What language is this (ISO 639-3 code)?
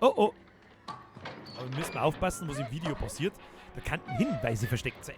bar